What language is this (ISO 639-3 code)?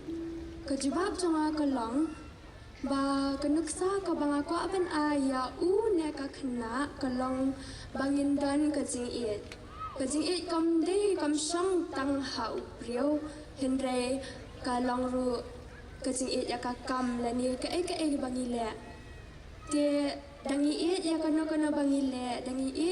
kha